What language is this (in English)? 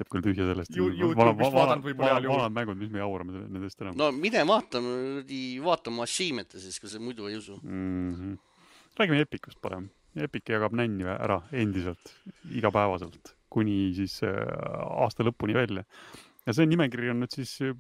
Estonian